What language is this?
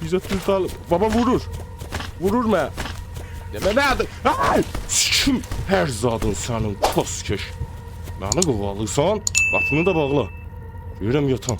South Azerbaijani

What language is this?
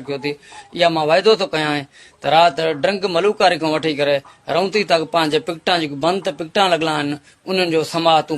Sindhi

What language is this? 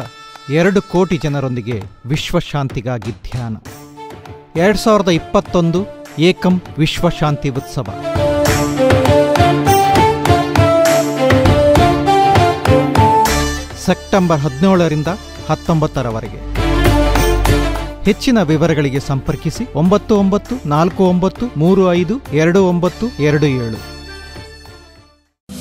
Kannada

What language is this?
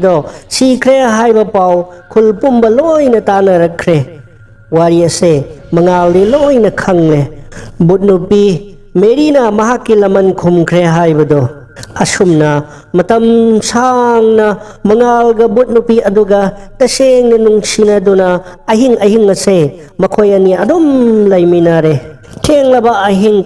Manipuri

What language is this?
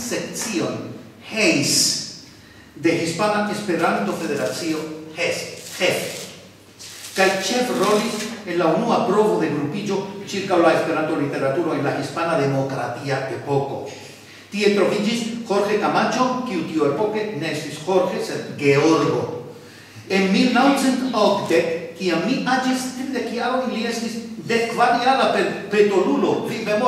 Esperanto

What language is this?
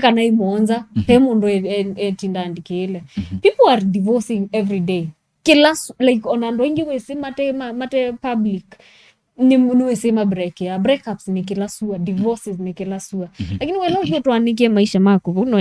Kamba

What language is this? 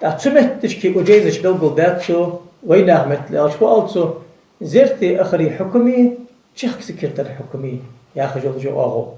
Ingush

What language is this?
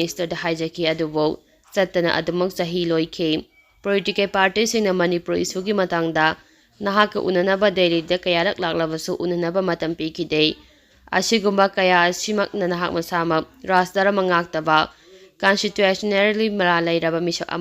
Manipuri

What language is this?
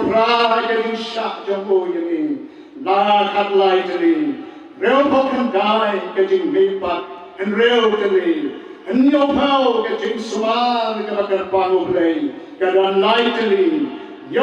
Khasi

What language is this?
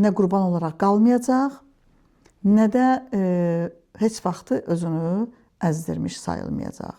Azerbaijani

